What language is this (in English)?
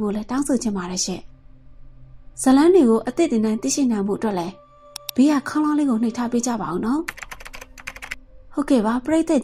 Burmese